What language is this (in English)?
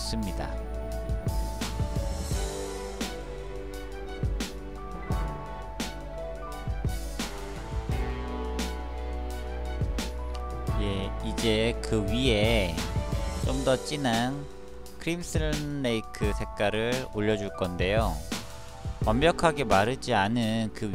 Korean